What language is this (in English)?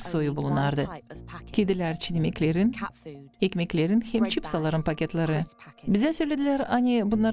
Gagauz